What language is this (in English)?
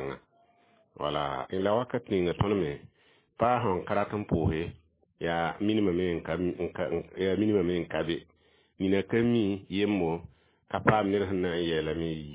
Mossi